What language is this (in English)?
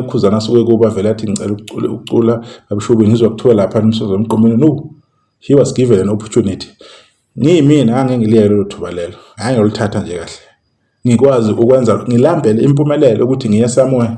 Zulu